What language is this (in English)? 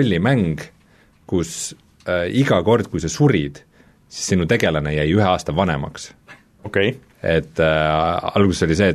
Estonian